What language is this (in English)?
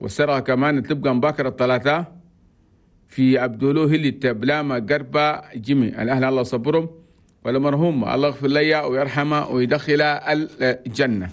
Chadian Arabic